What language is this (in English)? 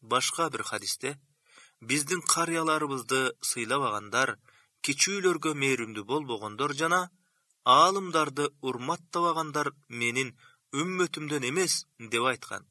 Kyrgyz